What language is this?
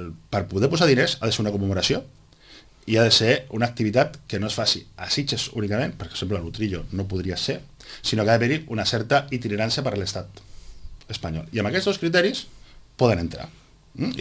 Catalan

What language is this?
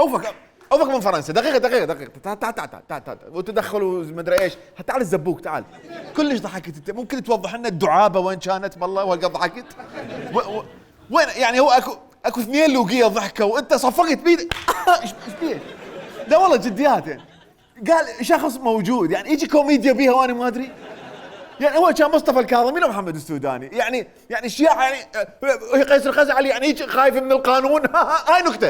Mesopotamian Arabic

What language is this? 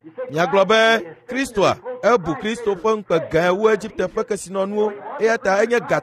Ewe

